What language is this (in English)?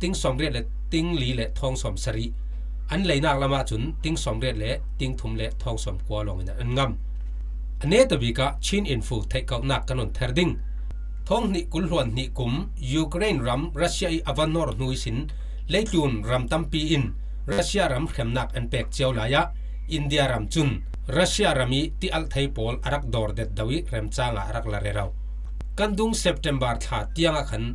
Falam Chin